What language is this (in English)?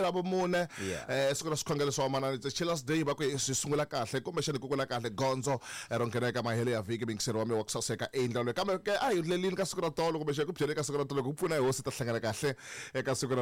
Tsonga